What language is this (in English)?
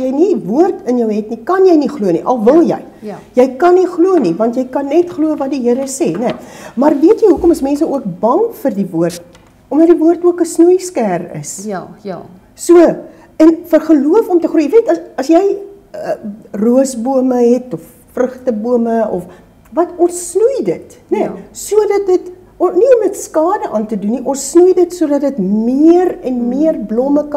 Afrikaans